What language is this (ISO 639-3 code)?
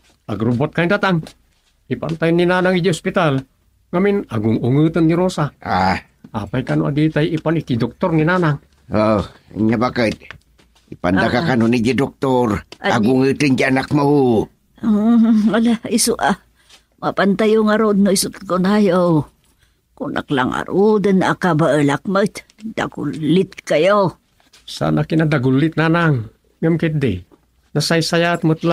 ilo